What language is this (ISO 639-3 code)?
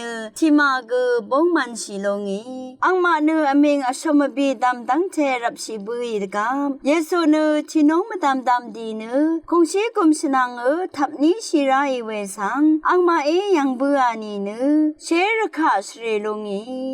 raw